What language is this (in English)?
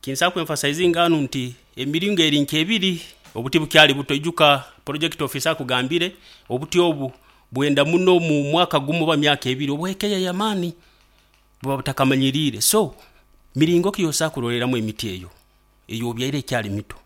Nyoro